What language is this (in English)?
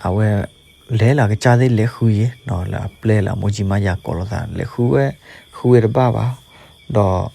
S'gaw Karen